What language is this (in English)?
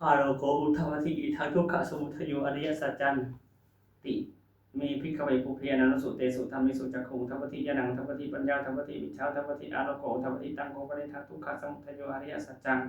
Pali